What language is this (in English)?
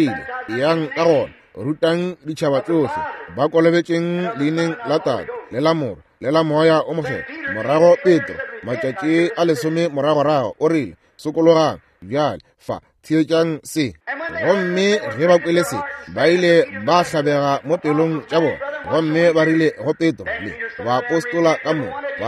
Northern Sotho